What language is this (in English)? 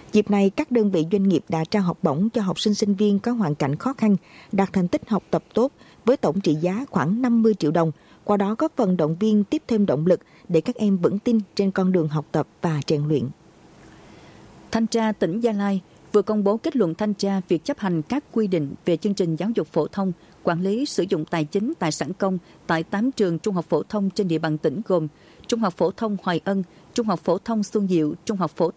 Vietnamese